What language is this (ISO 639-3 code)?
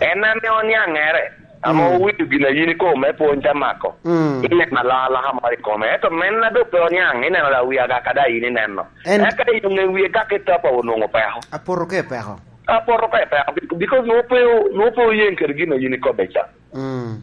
laj